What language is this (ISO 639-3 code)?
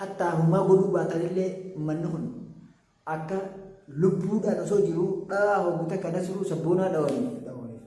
orm